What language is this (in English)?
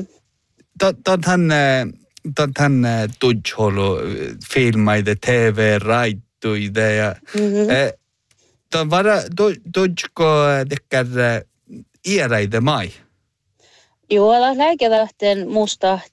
Northern Sami